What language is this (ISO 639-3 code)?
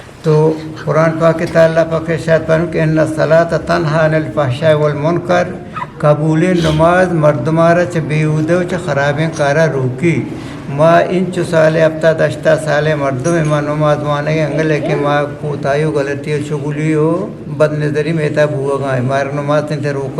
bgp